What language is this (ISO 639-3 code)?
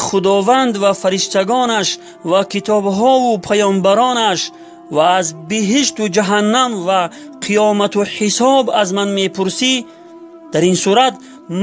tgk